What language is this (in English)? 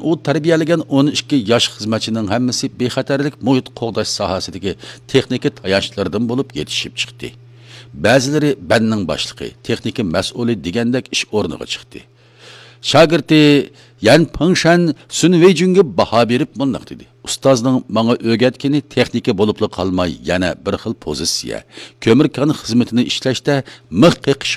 Uyghur